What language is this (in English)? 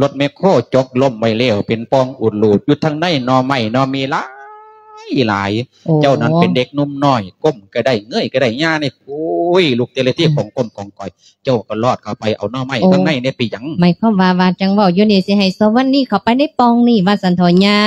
Lao